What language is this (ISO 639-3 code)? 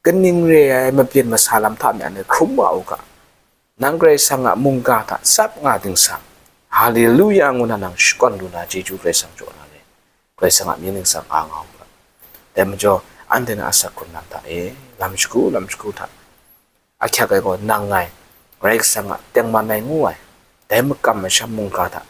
kac